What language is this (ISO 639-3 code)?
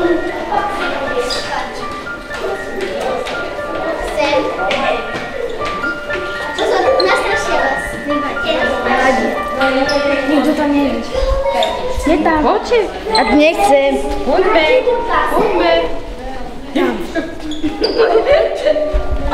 slk